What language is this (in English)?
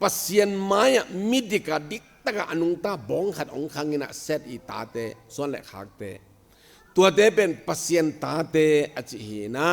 Tedim Chin